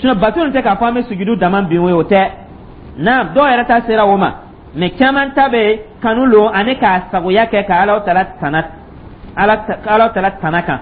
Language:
Dyula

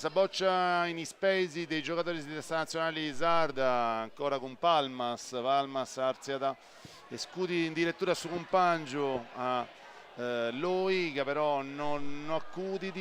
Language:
Sardinian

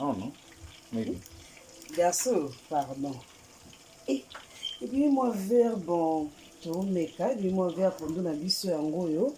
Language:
Lingala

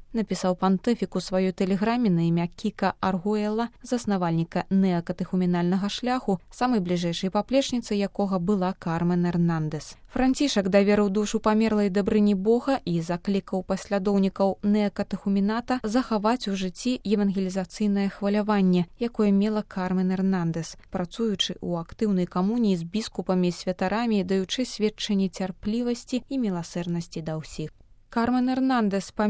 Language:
Belarusian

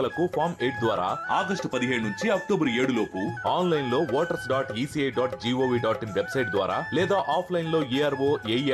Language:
Telugu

